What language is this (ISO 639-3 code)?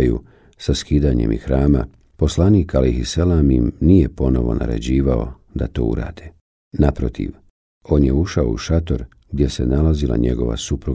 bos